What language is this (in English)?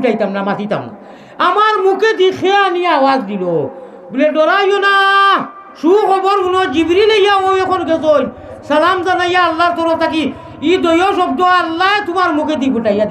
Sylheti